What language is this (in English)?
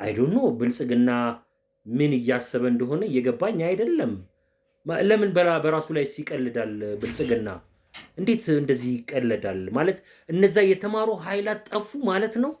Amharic